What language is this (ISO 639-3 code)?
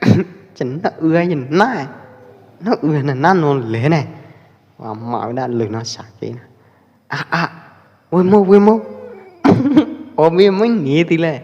kjp